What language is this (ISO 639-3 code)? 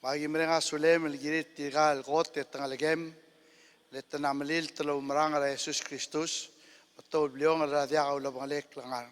pau